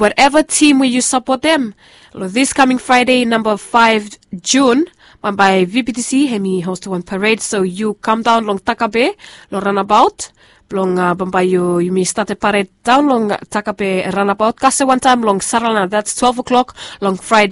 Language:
Bislama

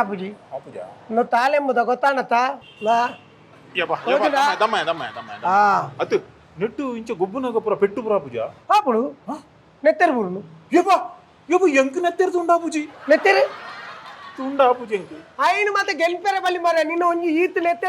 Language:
Tulu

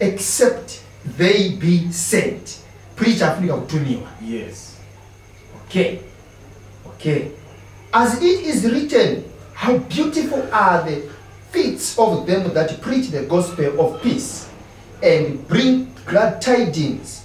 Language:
Nyanja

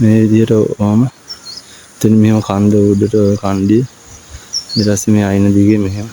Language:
Sinhala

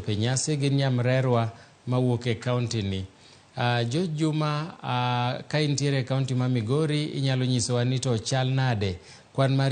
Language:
Luo (Kenya and Tanzania)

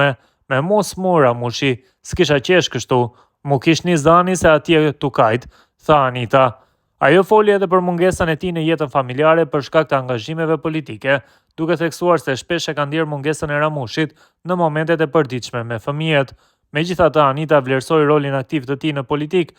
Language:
Albanian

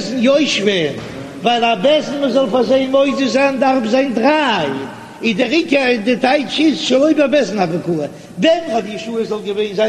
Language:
Yiddish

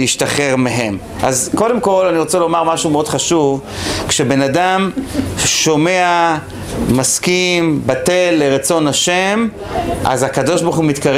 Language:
Hebrew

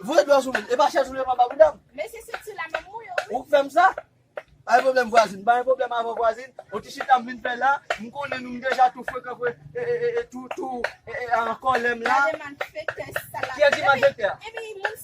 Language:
Haitian Creole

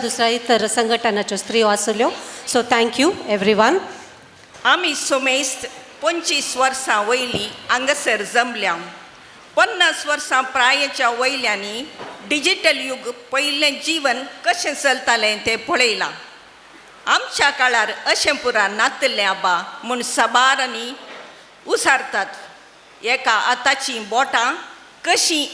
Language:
Konkani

